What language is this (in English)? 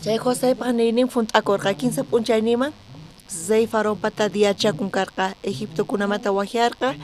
South Bolivian Quechua